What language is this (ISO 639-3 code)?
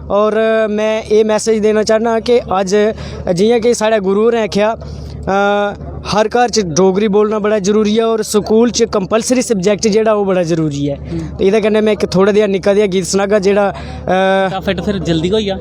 doi